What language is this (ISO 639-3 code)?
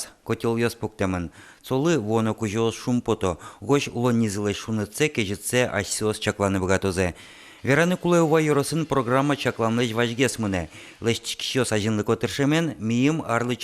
udm